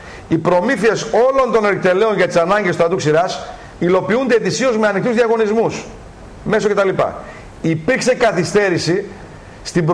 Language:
Greek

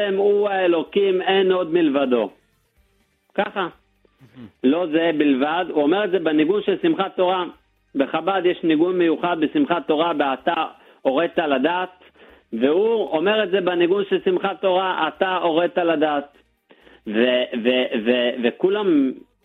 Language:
Hebrew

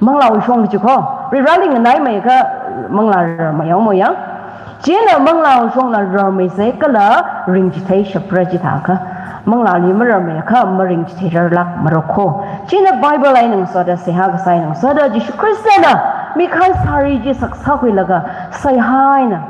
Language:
Tangkhul Naga (India)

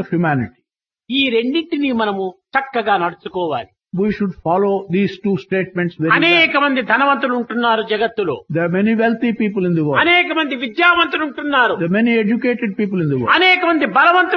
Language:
Telugu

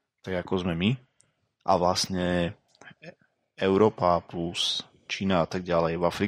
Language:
Slovak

